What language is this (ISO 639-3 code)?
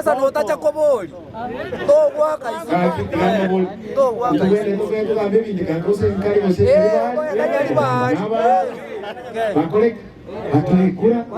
guz